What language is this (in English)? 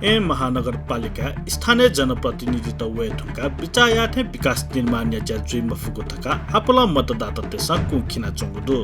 Newari